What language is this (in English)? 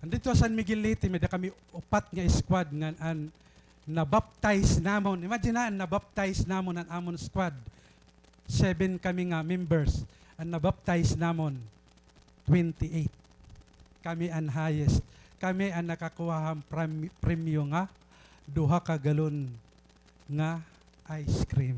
Waray